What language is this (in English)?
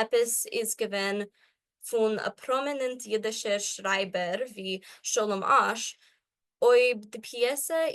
Yiddish